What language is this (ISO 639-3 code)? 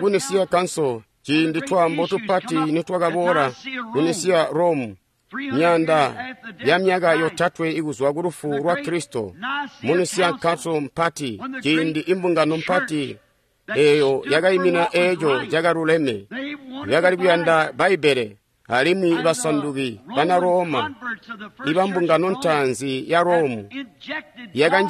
toi